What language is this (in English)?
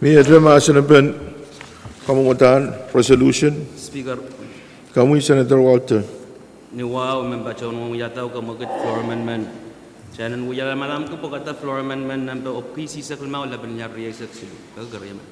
Pohnpeian